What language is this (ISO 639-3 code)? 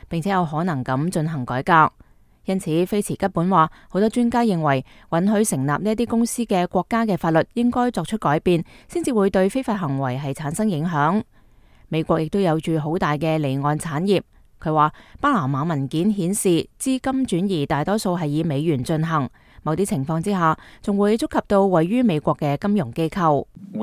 yue